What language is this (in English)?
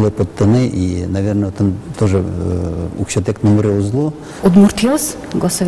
Udmurt